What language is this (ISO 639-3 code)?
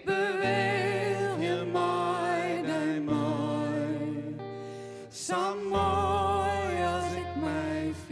fry